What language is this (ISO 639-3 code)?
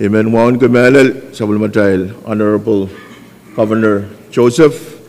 pon